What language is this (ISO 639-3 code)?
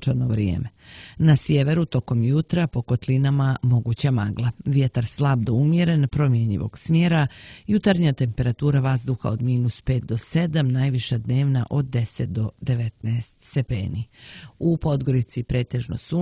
srp